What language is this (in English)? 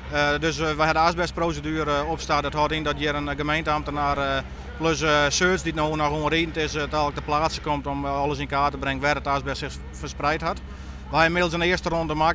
Western Frisian